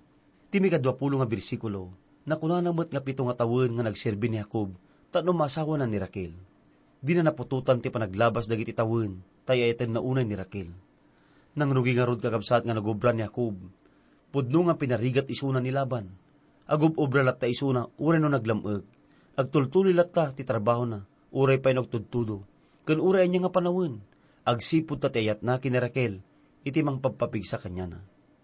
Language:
Iloko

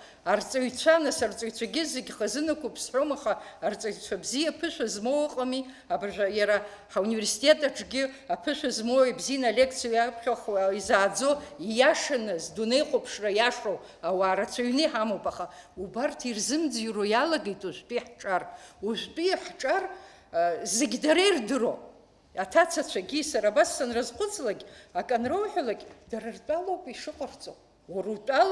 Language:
Abkhazian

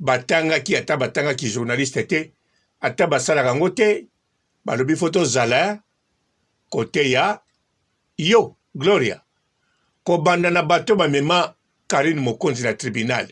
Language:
Lingala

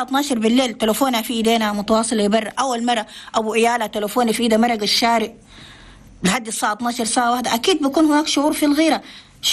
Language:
Chadian Arabic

